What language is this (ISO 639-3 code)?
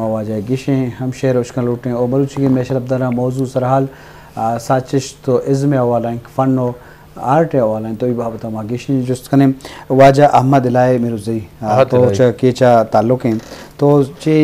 bgp